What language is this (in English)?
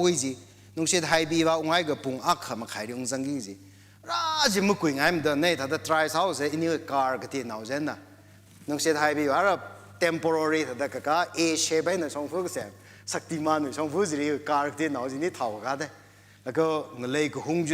Tangkhul Naga (India)